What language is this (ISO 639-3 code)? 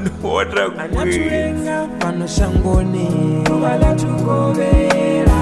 ven